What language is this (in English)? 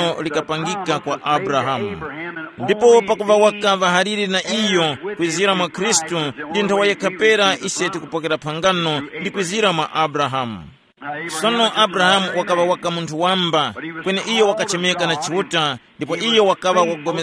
Tumbuka